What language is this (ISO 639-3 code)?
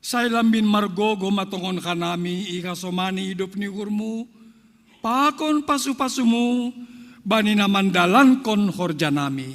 bts